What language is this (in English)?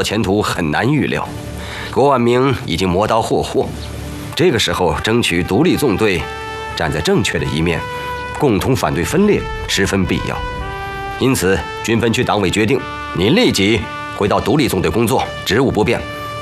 Chinese